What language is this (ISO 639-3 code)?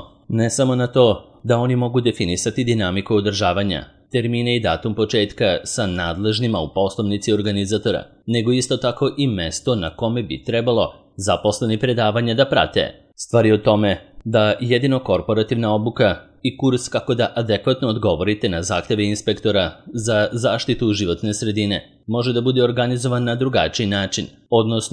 srp